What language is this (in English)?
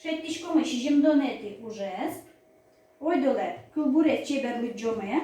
Udmurt